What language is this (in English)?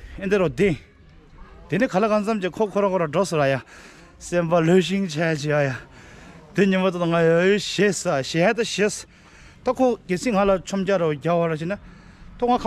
Tibetan